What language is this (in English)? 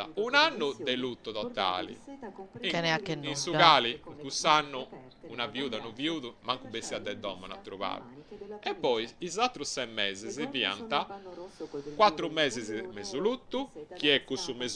Sardinian